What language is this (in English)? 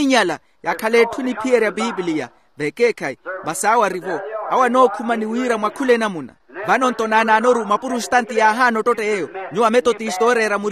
Makhuwa